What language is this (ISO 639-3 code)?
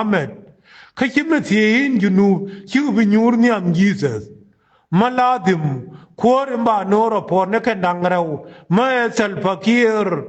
nus